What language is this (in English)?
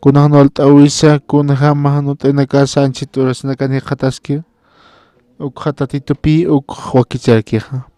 Aymara